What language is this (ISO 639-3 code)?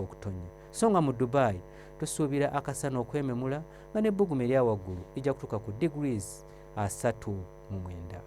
lug